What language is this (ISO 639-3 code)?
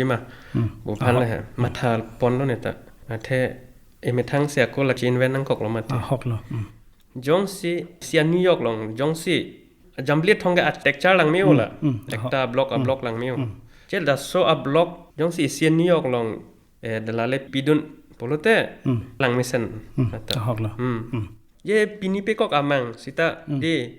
mjw